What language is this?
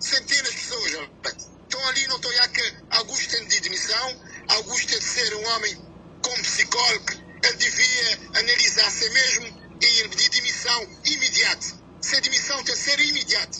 Kabuverdianu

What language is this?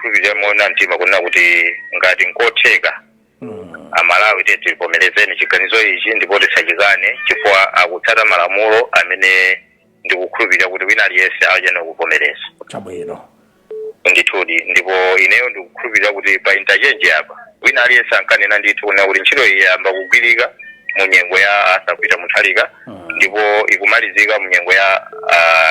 Nyanja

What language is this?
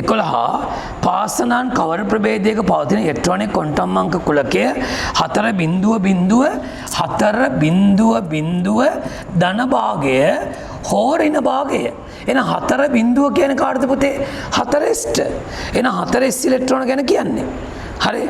Sinhala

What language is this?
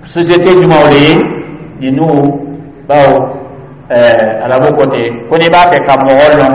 Dyula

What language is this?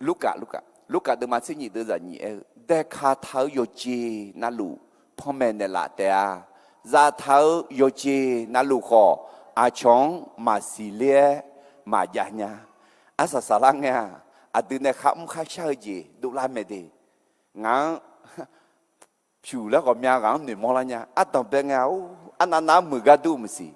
Akha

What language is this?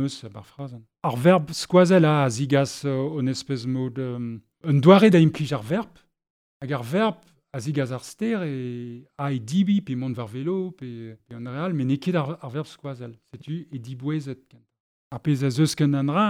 Breton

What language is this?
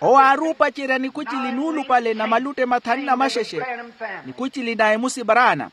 Makhuwa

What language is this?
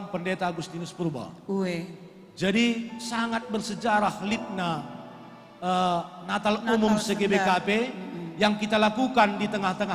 Batak Karo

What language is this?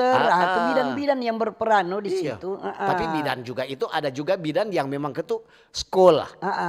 Manado Malay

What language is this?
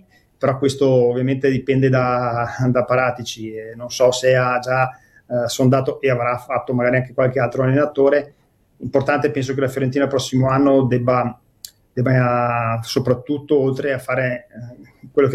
Italian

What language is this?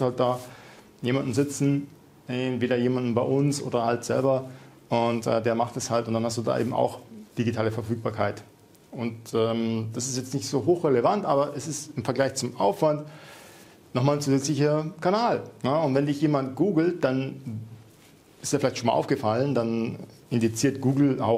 German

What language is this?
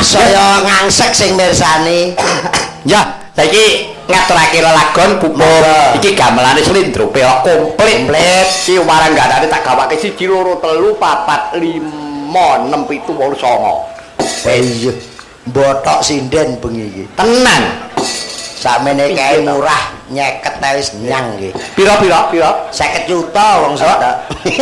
Javanese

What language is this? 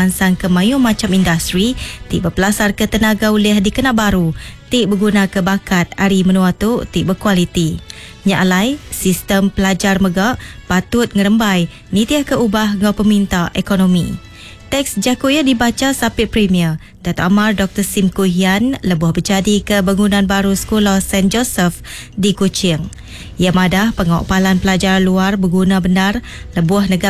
Iban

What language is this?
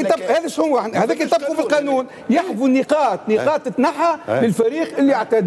Tunisian Arabic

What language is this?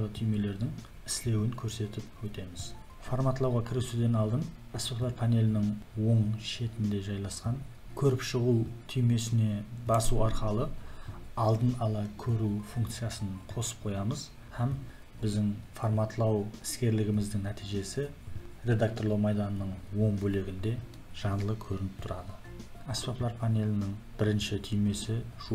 Kara-Kalpak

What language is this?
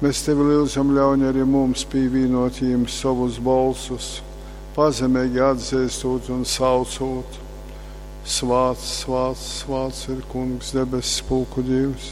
Latgalian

